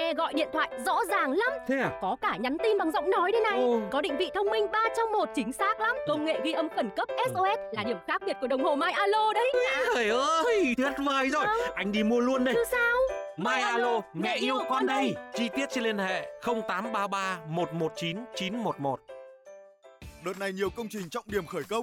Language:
Vietnamese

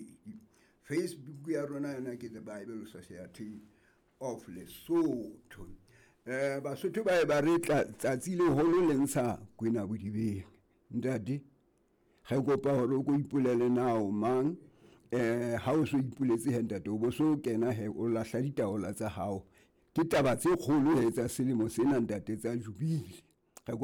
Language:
Southern Sotho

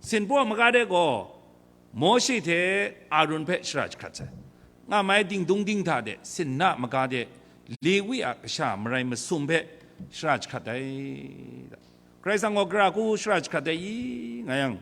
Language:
Kachin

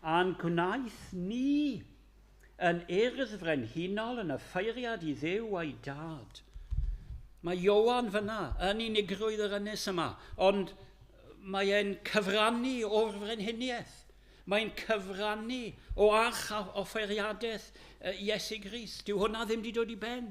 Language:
Welsh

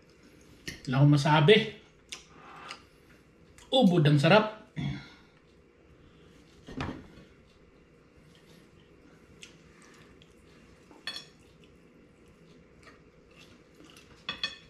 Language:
Filipino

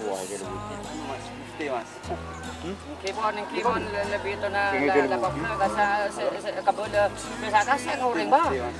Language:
Madurese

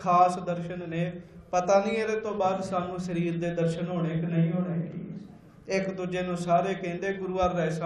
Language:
Punjabi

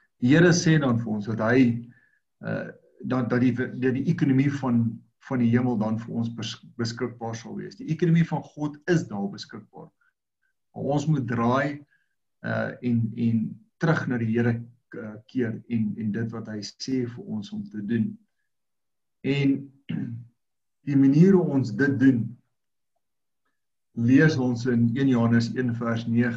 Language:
Afrikaans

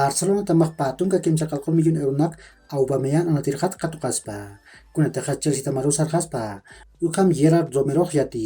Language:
Aymara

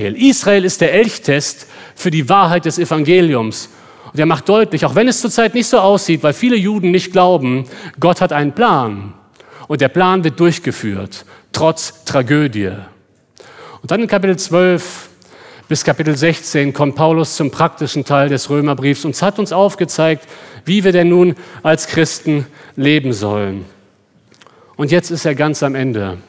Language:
German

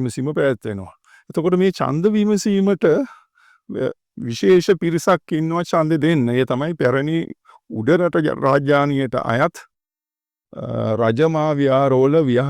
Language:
Sinhala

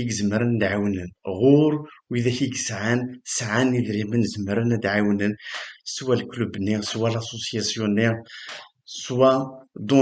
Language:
Kabyle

